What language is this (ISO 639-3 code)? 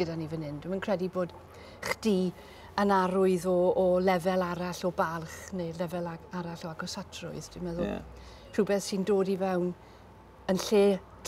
cym